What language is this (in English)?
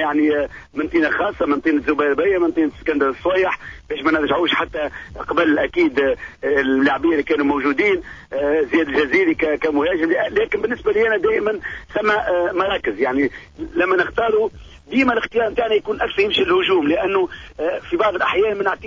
Tunisian Arabic